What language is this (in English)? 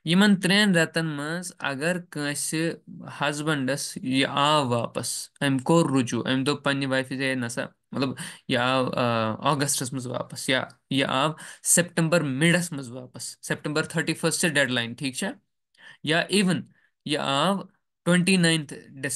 Kashmiri